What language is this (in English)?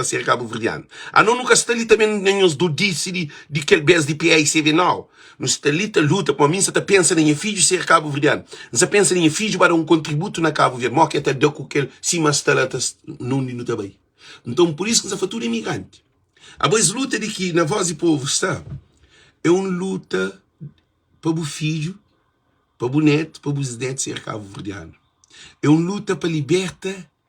Kabuverdianu